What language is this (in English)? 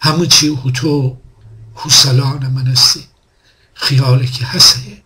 Gilaki